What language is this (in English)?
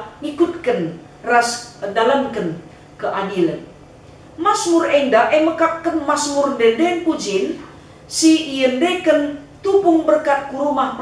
Batak Karo